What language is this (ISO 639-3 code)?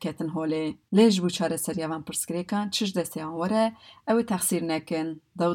kur